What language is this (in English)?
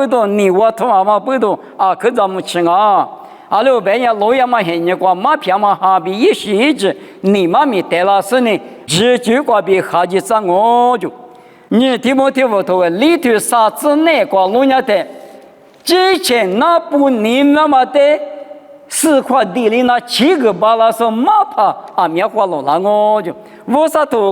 Lisu